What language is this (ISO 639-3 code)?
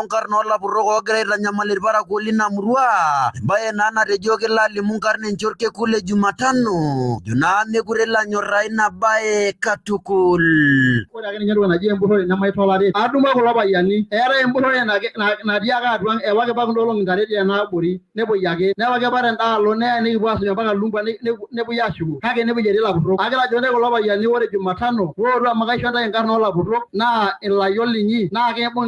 mas